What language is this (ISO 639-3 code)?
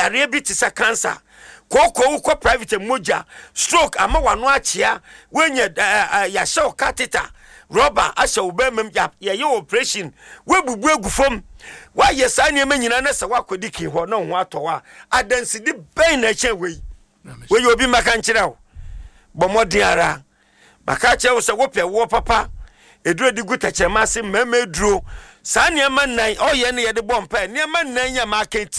aka